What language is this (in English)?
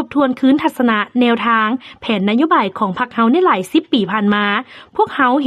Lao